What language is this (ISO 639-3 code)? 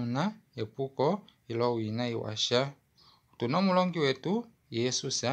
kua